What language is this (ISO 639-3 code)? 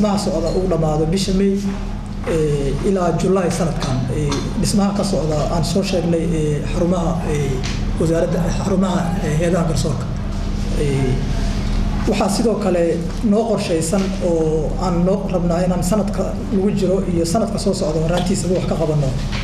som